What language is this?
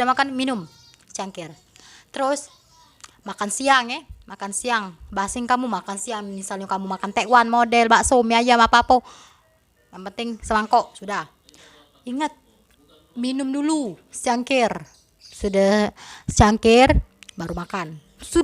Musi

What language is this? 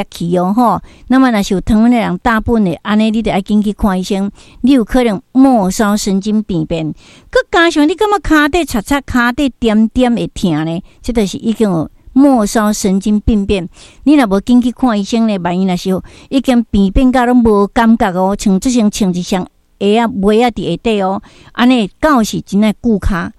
Min Nan Chinese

